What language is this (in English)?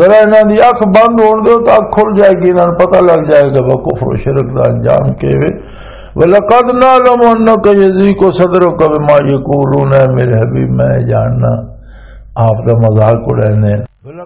Western Panjabi